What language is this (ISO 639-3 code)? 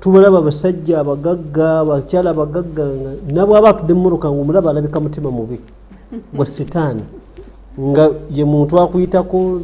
lug